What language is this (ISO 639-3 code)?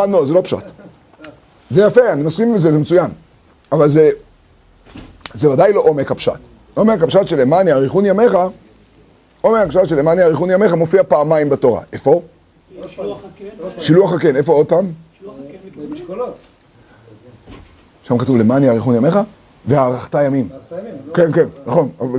heb